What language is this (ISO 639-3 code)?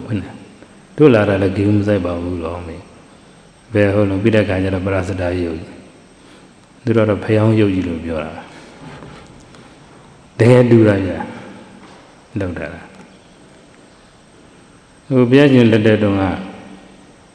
mya